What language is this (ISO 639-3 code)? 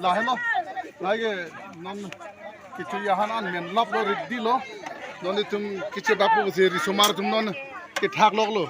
mjw